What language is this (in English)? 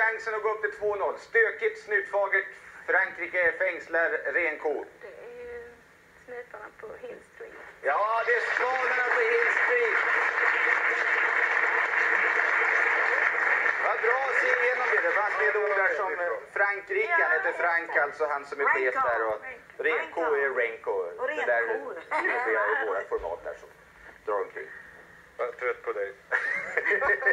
Swedish